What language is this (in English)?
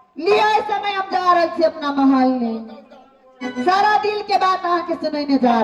Maithili